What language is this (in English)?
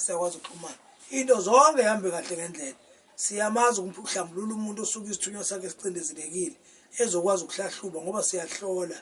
Zulu